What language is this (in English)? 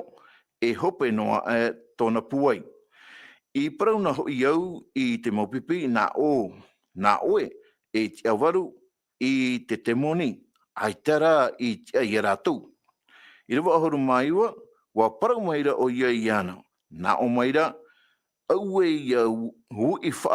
Tahitian